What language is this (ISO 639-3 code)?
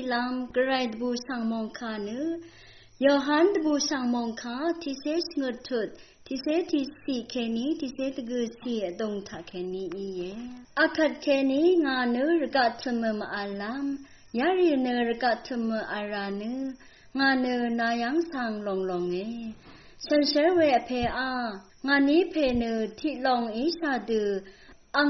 raw